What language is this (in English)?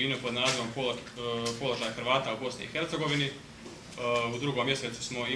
Croatian